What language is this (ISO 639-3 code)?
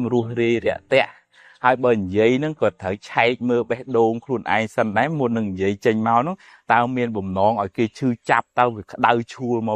khm